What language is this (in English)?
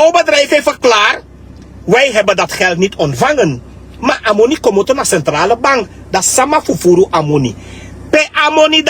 Sranan Tongo